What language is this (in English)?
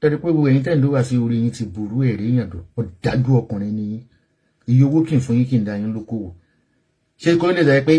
Yoruba